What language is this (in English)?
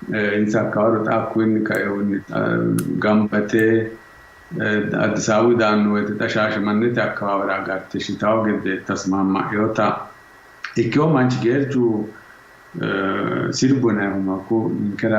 Sidamo